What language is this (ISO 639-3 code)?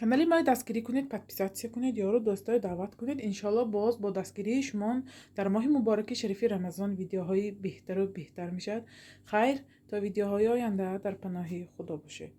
tgk